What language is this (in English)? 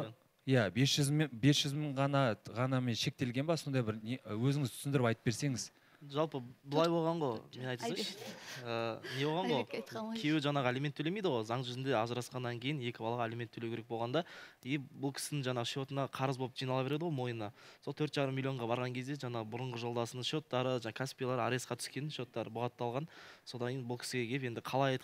Kazakh